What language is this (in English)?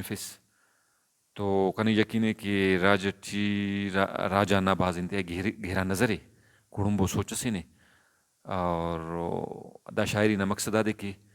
Brahui